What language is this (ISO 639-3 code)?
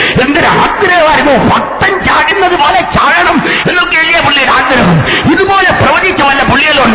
mal